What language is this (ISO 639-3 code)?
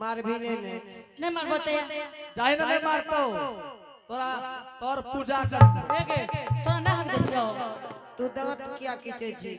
anp